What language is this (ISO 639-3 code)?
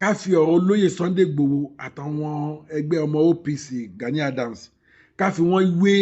yor